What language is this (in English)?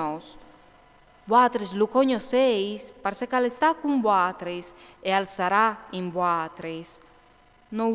Friulian